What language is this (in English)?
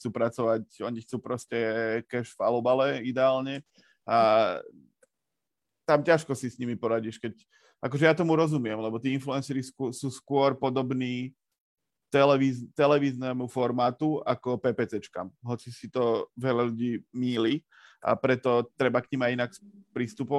Slovak